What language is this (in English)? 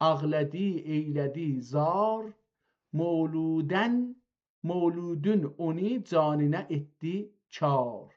South Azerbaijani